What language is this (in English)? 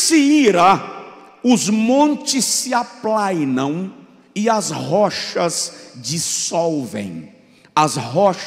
Portuguese